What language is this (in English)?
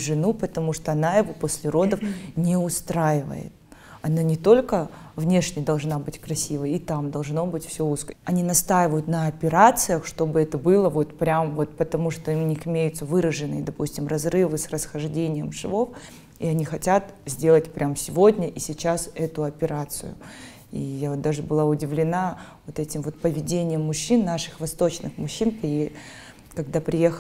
Russian